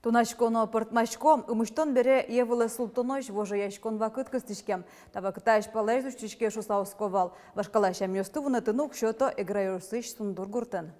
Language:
Udmurt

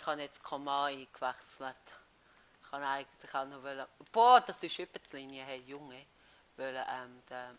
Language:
Swiss German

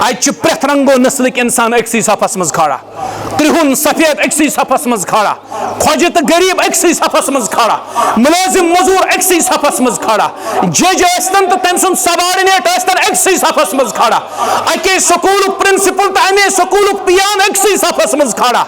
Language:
Kashmiri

